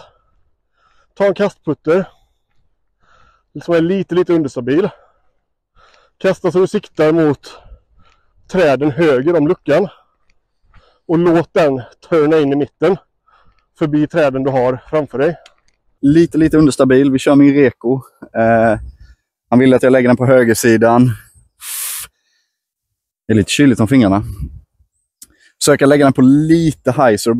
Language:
Swedish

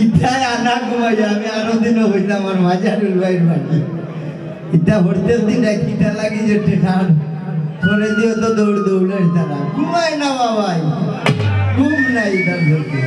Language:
Sylheti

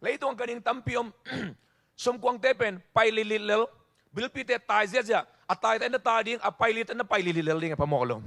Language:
Tedim Chin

